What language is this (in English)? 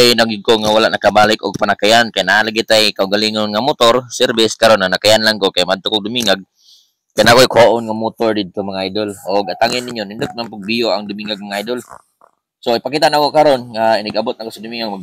Cebuano